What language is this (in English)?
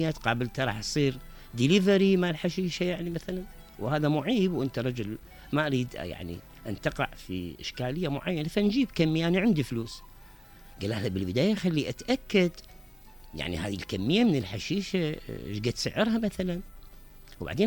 Mesopotamian Arabic